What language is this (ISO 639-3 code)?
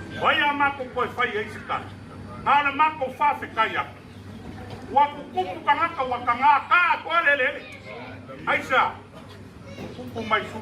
smo